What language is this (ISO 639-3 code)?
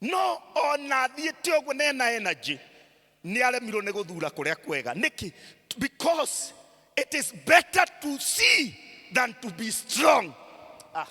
kik